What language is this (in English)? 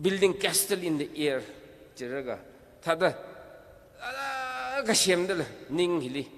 Tangkhul Naga (India)